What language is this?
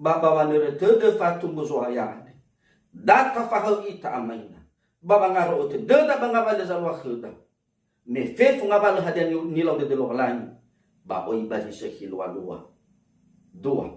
Nias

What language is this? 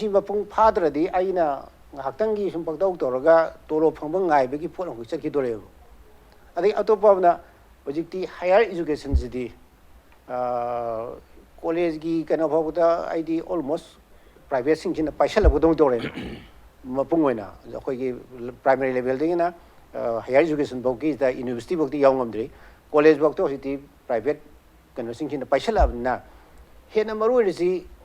Manipuri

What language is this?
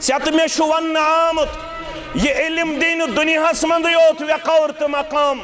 Kashmiri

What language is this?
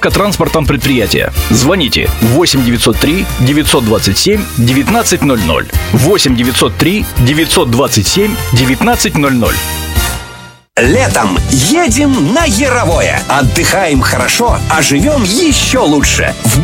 Russian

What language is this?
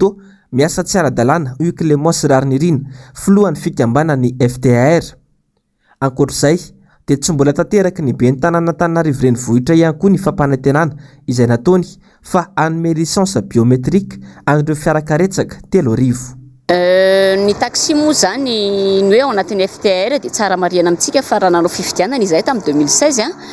Malagasy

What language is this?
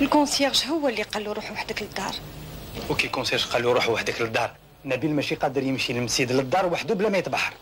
Algerian Arabic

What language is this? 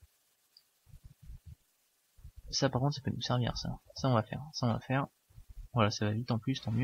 French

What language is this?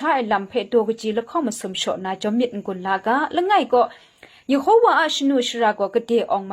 Kachin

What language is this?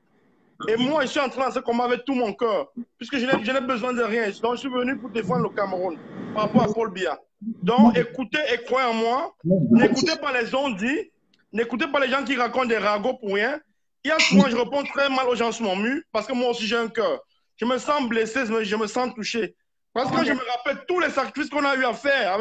French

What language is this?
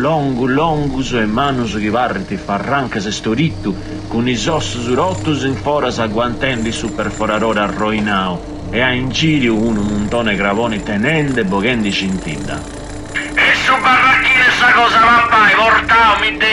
Sardinian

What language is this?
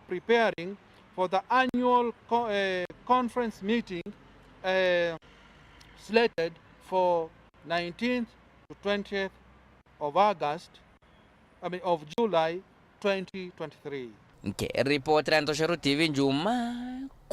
Meru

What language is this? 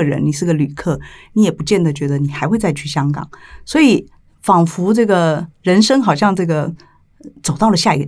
Chinese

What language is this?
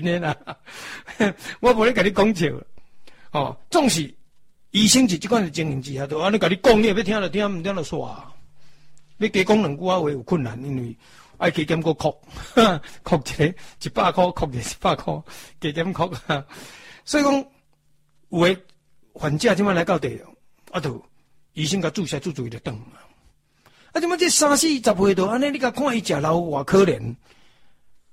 Min Nan Chinese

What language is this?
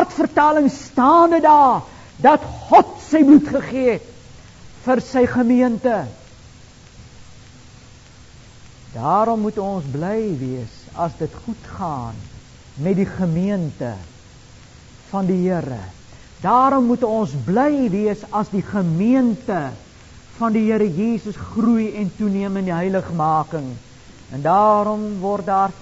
Afrikaans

